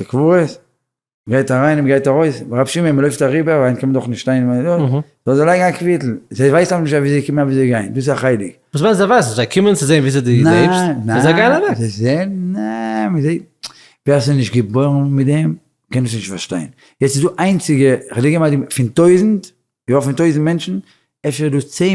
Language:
Yiddish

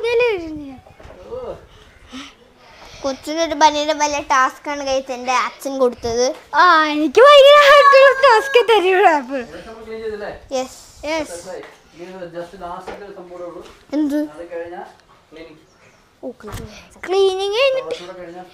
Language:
Malayalam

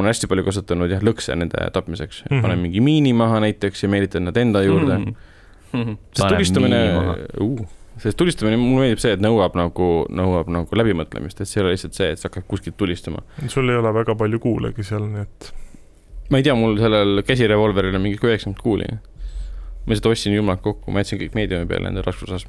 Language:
Estonian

